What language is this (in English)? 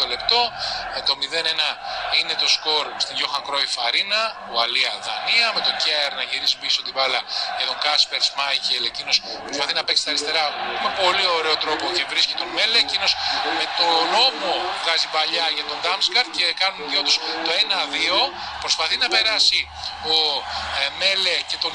Greek